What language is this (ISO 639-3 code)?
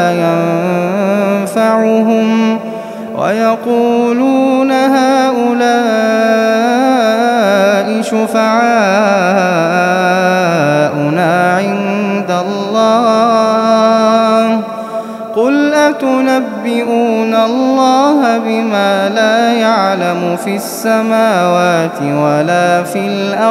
ara